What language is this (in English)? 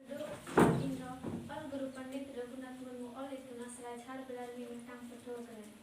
Santali